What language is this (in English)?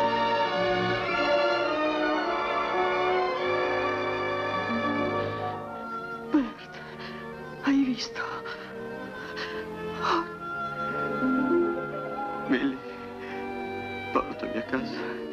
Italian